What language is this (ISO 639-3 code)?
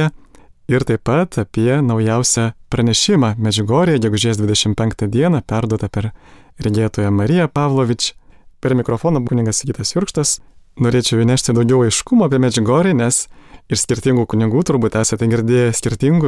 lit